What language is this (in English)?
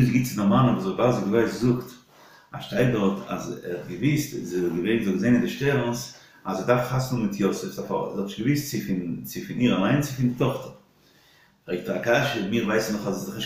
Yiddish